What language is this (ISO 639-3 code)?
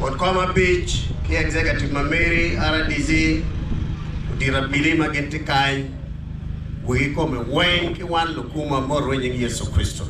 ach